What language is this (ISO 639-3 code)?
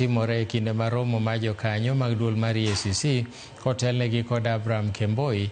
luo